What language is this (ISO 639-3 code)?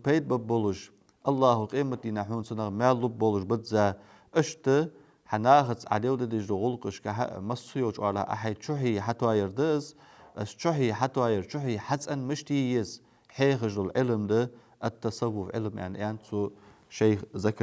inh